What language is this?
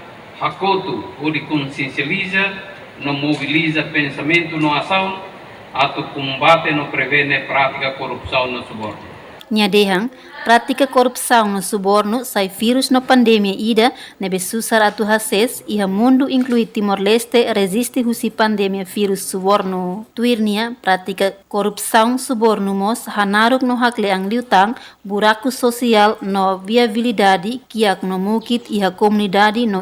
Tetum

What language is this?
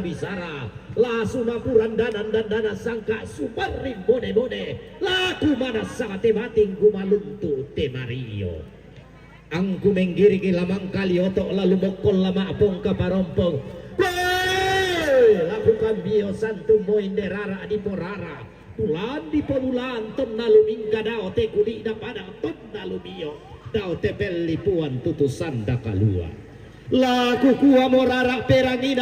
Toraja-Sa'dan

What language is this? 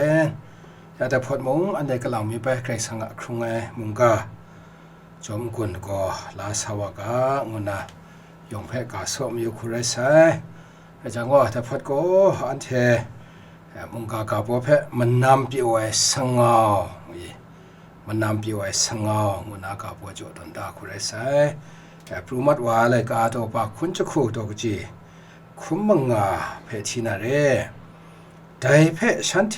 Kachin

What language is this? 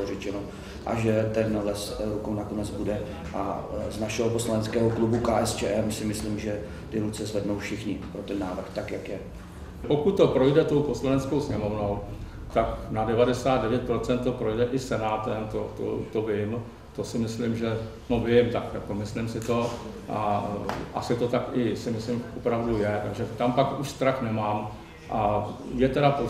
Czech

